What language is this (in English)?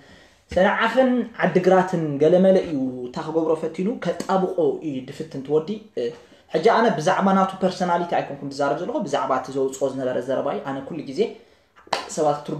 Tigrinya